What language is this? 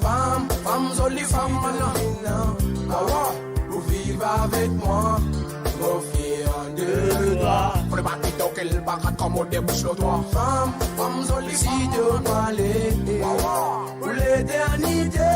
Morisyen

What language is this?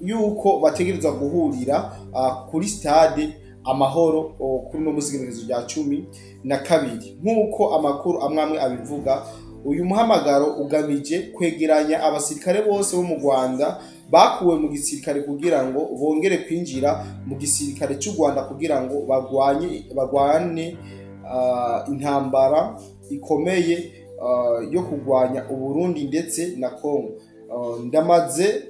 Rundi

